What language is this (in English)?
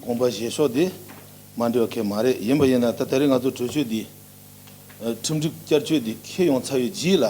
Tibetan